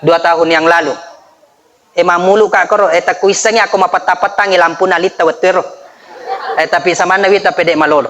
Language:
Buginese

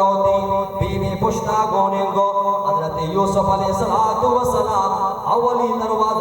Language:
Baluchi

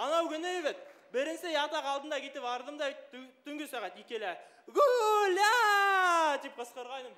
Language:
Bashkir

